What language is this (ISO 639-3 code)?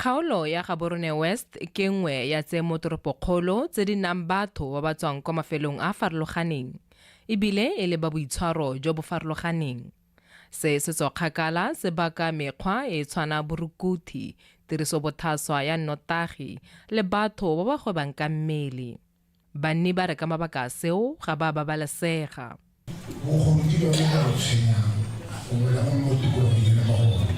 tsn